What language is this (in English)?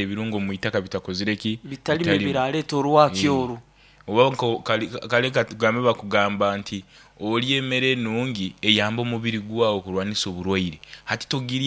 Nyoro